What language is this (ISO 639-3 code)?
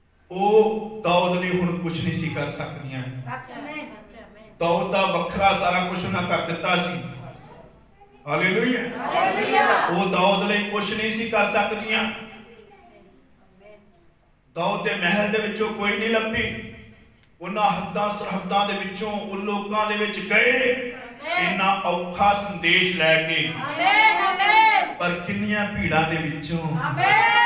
pan